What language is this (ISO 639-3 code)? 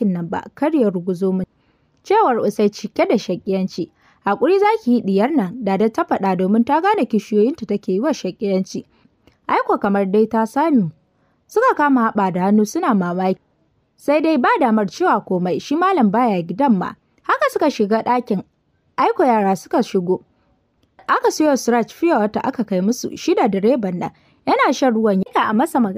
hau